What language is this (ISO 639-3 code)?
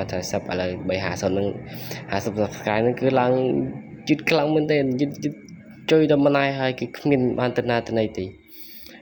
khm